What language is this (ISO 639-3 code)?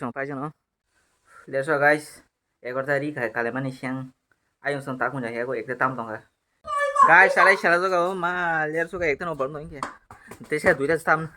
trp